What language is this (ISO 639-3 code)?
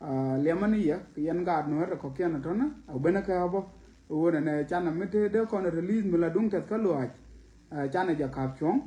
nus